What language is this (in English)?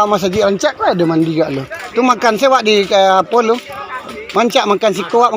Minangkabau